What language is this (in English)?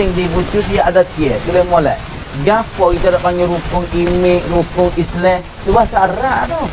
Pattani Malay